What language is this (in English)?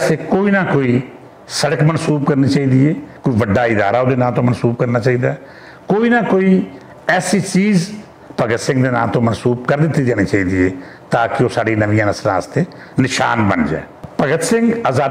Western Panjabi